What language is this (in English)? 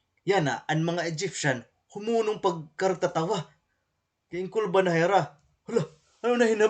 Waray